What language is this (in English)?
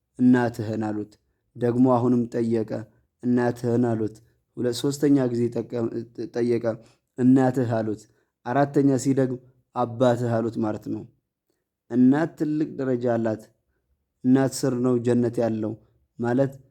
Amharic